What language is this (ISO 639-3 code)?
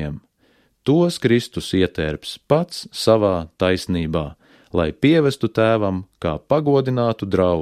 lav